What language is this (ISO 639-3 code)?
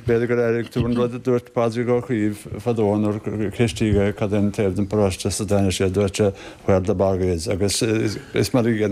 gle